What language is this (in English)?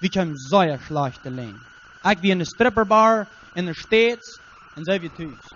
Plautdietsch